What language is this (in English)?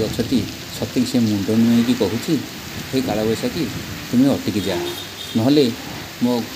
Odia